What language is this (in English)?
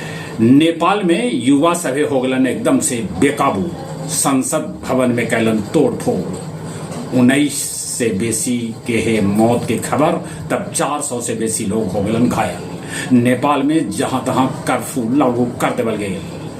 Magahi